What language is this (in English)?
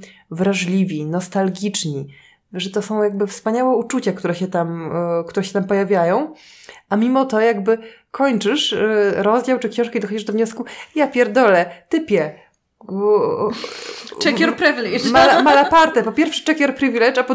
Polish